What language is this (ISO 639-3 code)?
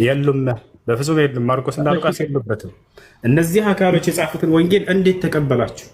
amh